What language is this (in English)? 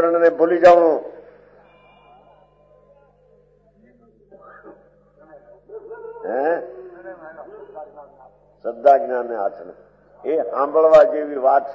Gujarati